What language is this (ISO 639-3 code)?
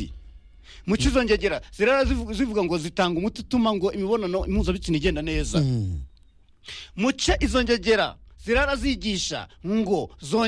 kin